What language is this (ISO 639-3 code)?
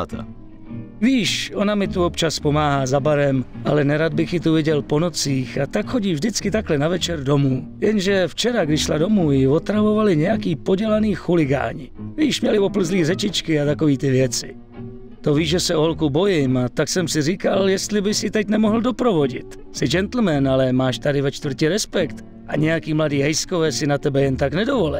ces